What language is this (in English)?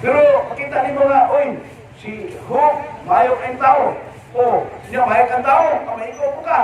Cebuano